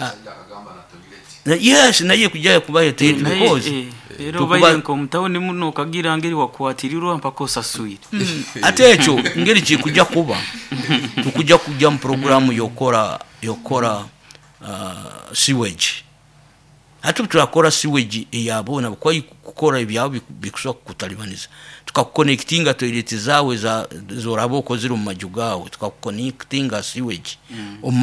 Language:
Nyoro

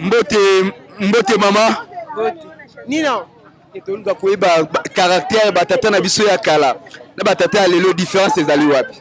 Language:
Lingala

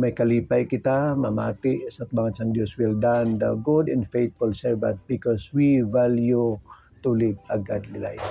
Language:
Hiligaynon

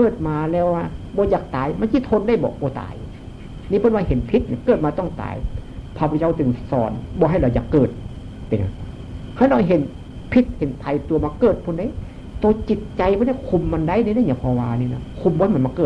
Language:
Northeastern Thai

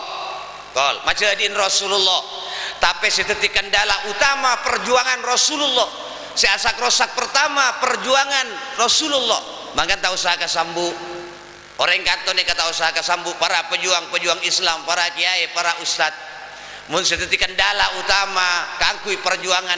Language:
Madurese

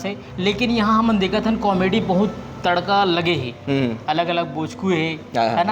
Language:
Chhattisgarhi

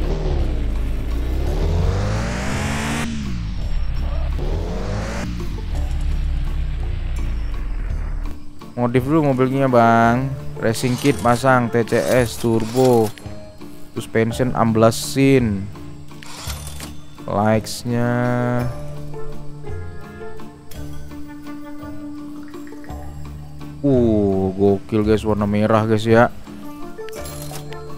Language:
Indonesian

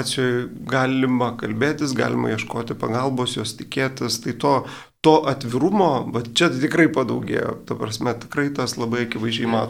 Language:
Lithuanian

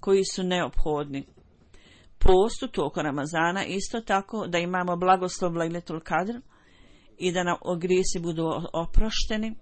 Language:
Bosnian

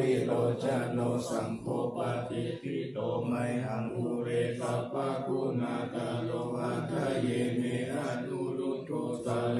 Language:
Pali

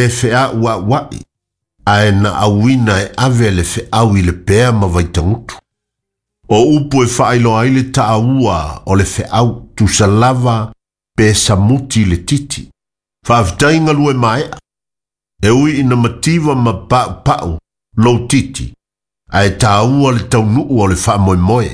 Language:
Samoan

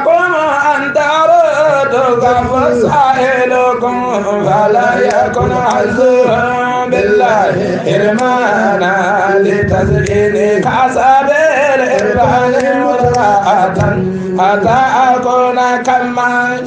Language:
Bambara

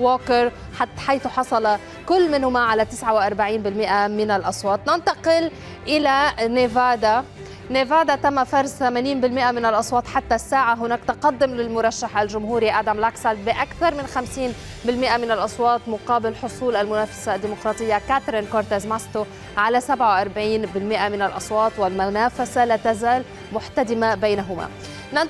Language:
Arabic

